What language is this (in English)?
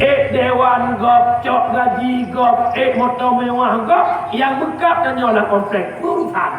Achinese